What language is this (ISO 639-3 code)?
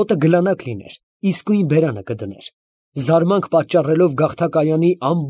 hye